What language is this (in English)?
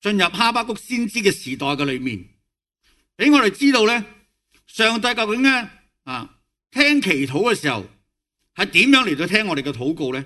Cantonese